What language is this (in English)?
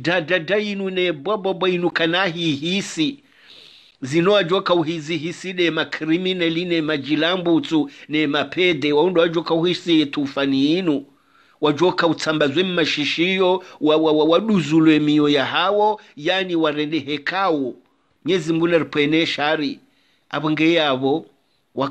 Swahili